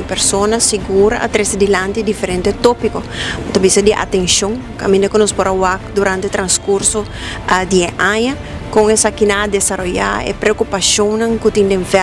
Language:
Papiamento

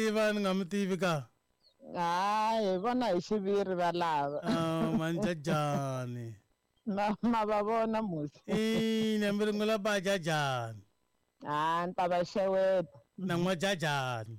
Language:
Tsonga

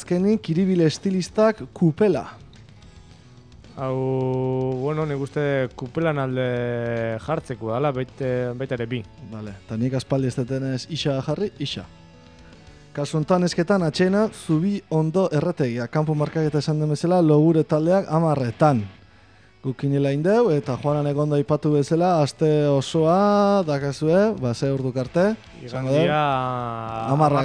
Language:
Basque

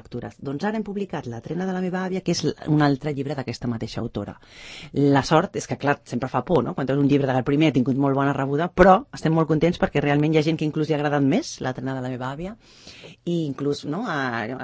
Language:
Catalan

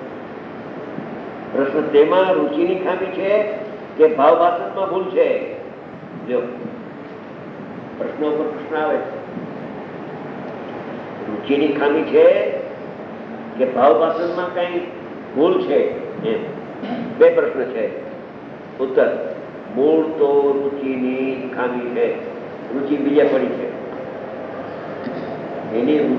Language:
Gujarati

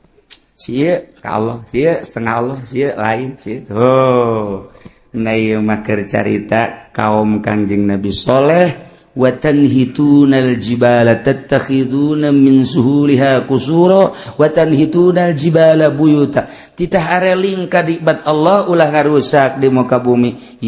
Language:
Sundanese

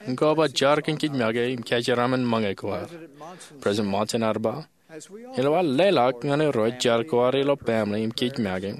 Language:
Marshallese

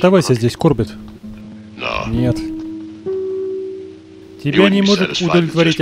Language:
Russian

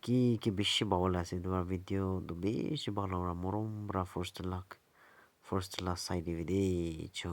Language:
Naga Pidgin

